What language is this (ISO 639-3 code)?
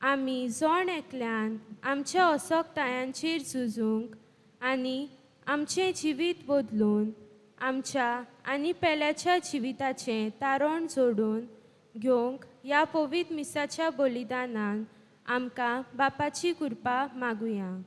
kok